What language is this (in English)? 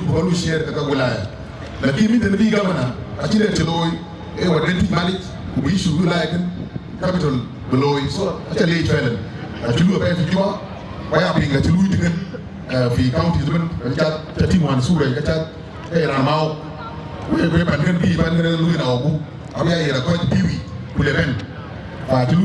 Dinka